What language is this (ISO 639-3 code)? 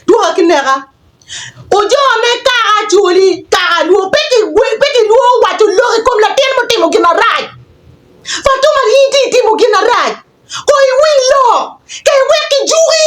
ach